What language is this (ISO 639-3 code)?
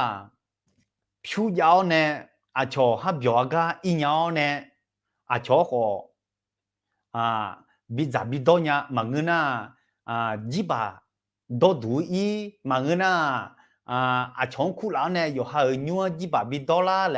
ahk